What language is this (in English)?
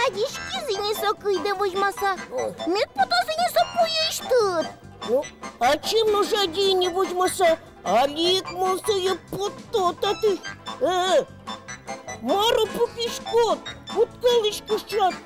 Udmurt